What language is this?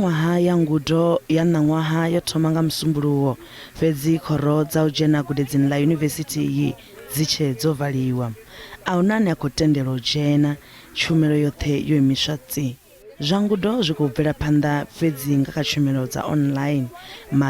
Venda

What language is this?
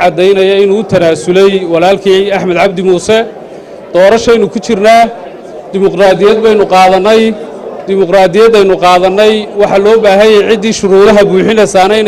Somali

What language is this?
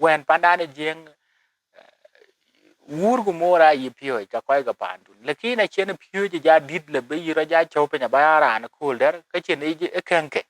Dinka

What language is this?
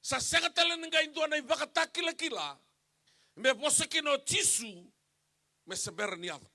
Fijian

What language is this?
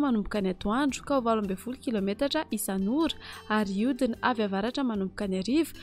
Malagasy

